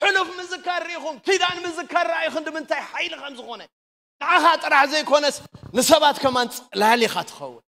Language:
Tigrinya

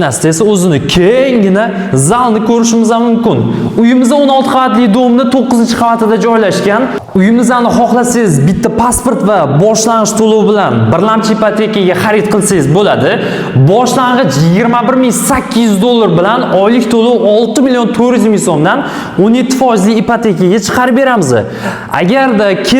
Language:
Uzbek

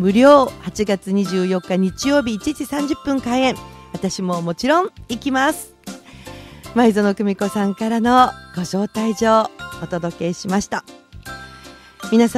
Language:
Japanese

